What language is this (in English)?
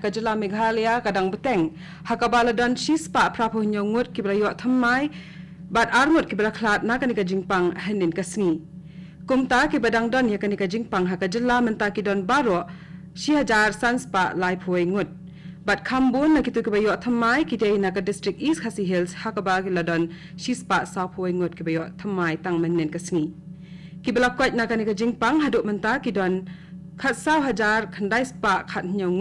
Khasi